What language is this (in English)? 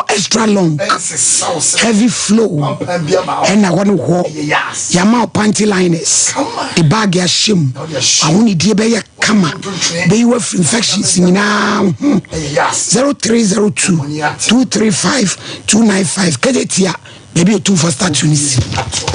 Akan